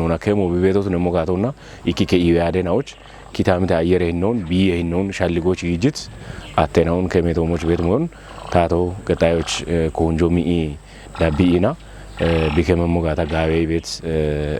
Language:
Kafa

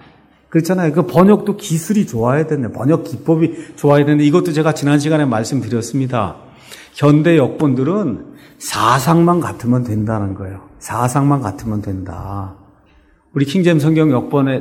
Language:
Korean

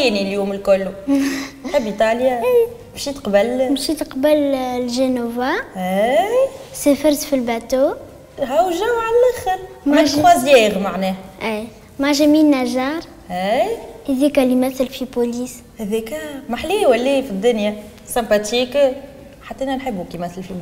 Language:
Tunisian Arabic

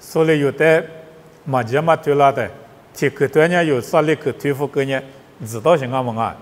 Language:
Lisu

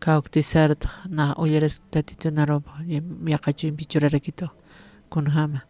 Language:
Aymara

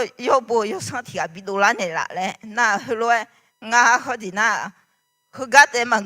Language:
Akha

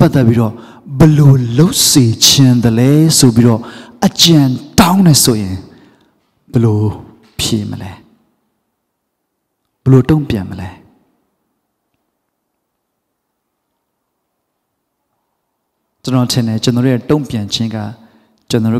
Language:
Burmese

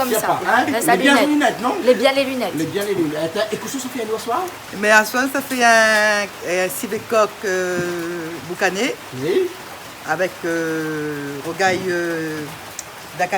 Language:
Réunion Creole French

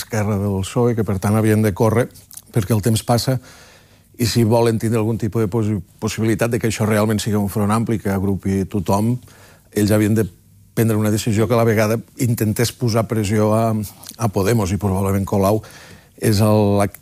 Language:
Catalan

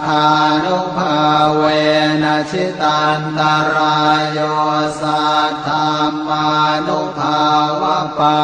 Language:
Pali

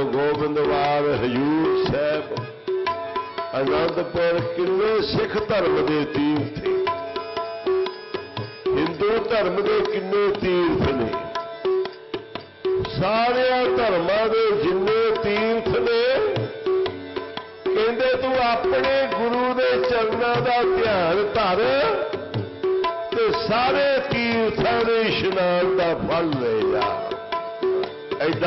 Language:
Punjabi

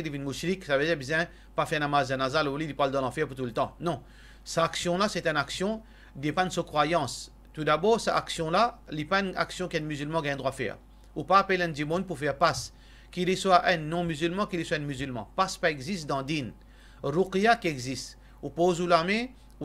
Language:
Morisyen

